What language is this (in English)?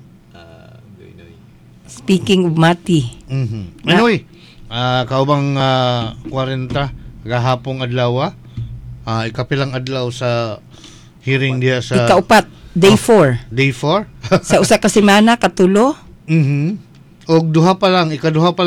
Cebuano